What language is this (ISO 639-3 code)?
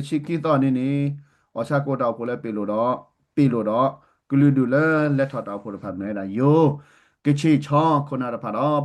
ksw